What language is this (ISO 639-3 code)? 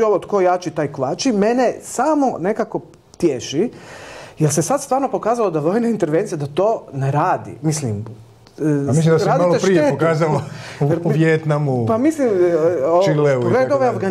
hrv